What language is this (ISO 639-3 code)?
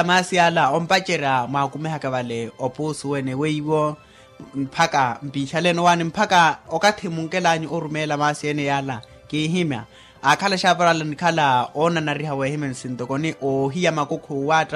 vmw